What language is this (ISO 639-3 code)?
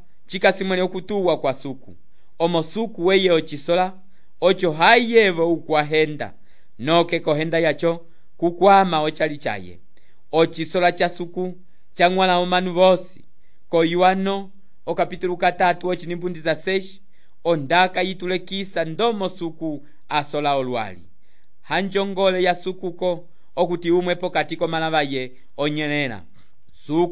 umb